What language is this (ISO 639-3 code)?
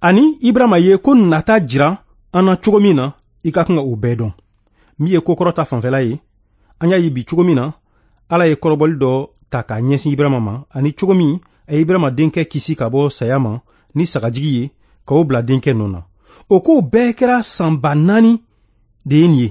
bam